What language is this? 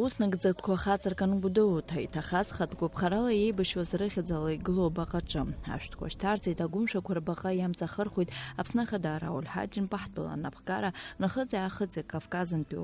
Abkhazian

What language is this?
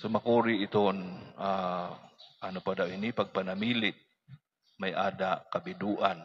Waray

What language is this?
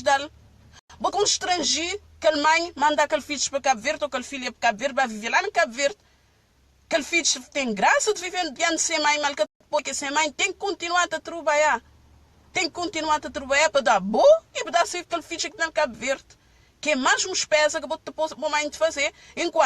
Kabuverdianu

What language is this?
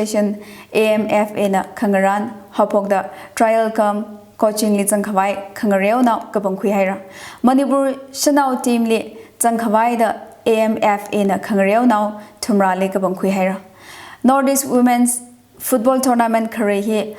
Tangkhul Naga (India)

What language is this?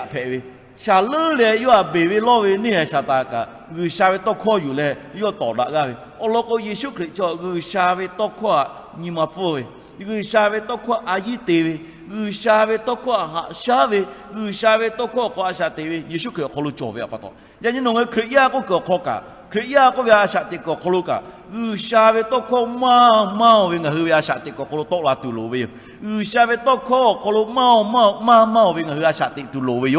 Lahu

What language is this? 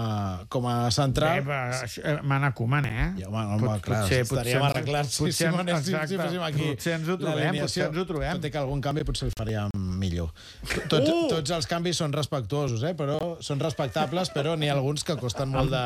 Catalan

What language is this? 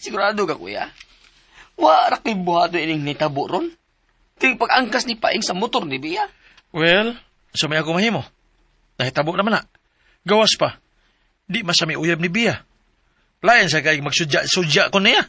Cebuano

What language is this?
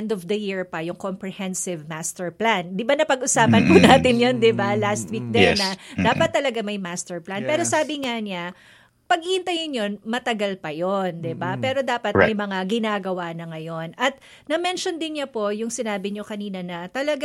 Filipino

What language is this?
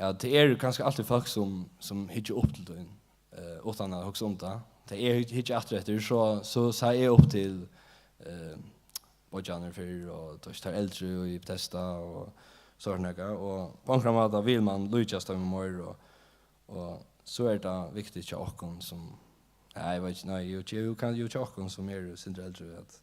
Faroese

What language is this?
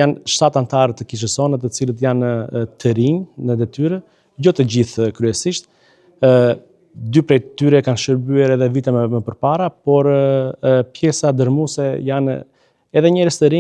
Albanian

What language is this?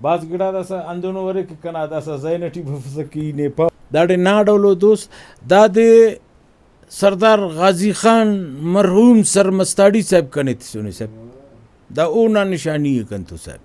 Brahui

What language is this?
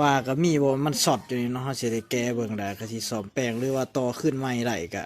Lao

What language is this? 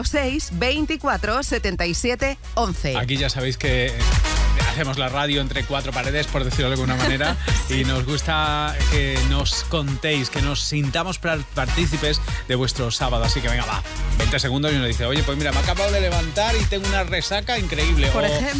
Spanish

